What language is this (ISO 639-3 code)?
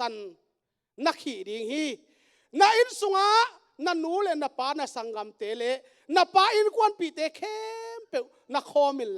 ctd